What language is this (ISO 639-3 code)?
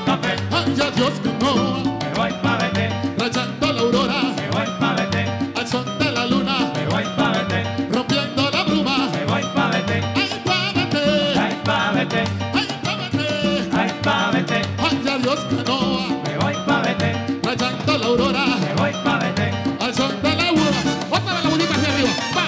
spa